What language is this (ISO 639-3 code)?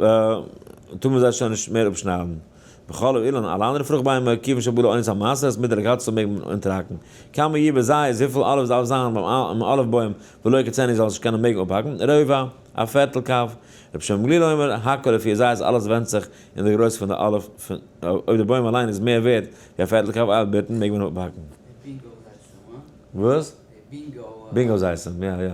yid